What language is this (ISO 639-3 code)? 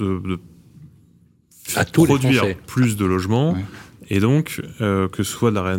fra